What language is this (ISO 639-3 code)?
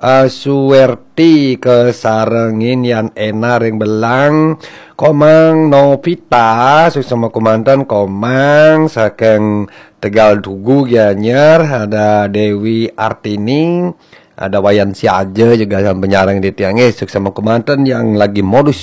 ban